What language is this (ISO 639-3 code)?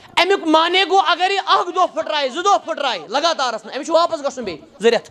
kas